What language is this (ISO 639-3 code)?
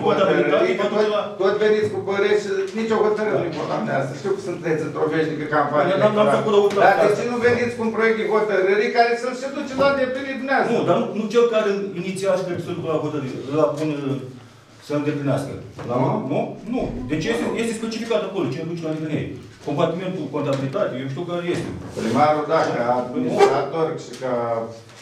ron